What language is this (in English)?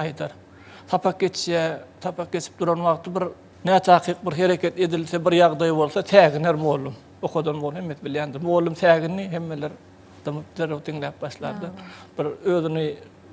Turkmen